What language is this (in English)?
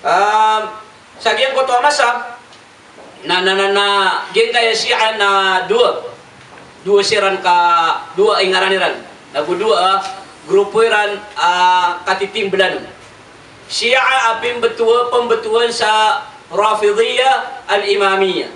Maranao